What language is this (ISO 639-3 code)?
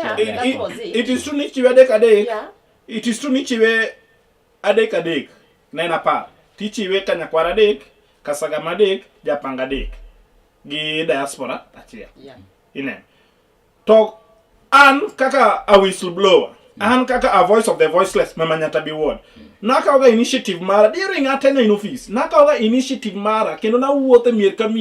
luo